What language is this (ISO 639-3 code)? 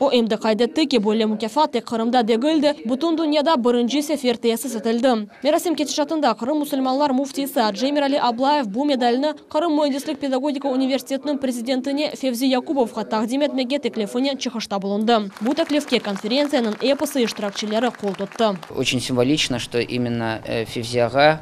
crh